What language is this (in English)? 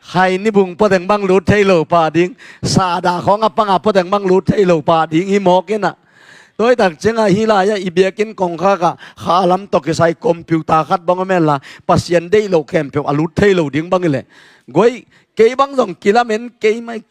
Tedim Chin